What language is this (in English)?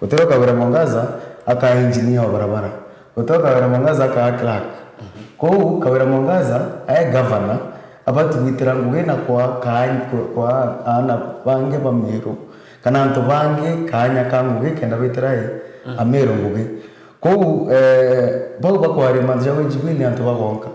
Meru